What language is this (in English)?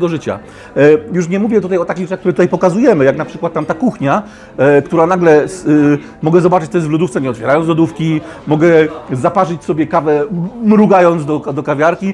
Polish